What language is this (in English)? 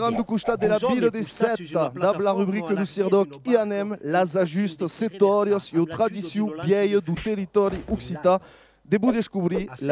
Occitan